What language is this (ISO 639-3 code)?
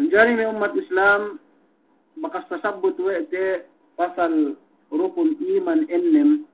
yka